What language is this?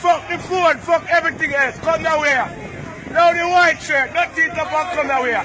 Jamaican Creole English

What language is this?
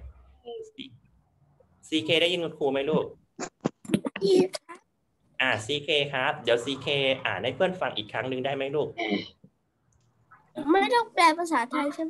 Thai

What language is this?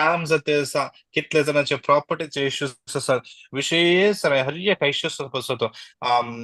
Konkani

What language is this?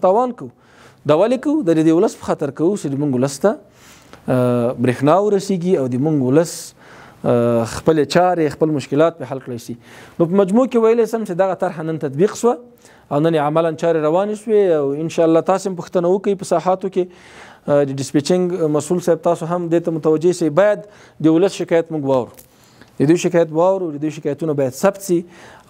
Pashto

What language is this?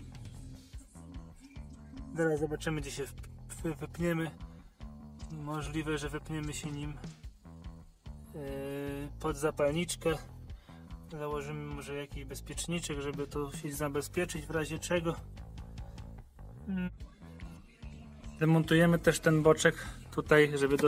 Polish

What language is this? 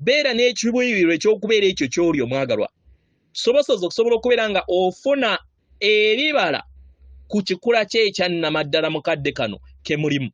Ganda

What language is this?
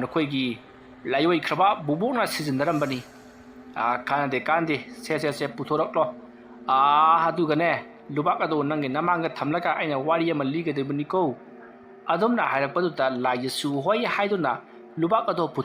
Manipuri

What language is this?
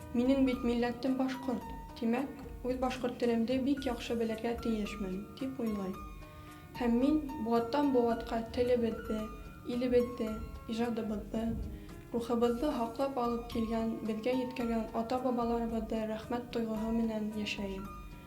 Bashkir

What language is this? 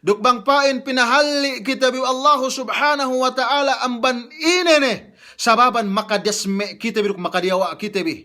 Yakan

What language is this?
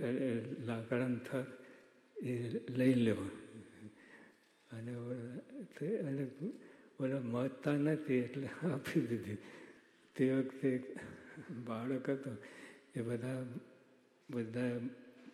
Gujarati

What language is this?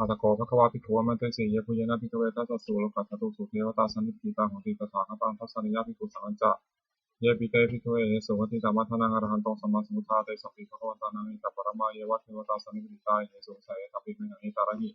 Pali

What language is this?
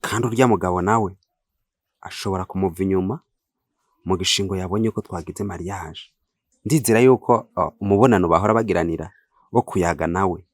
Rundi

